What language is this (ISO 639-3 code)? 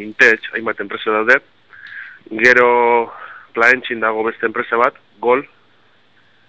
eus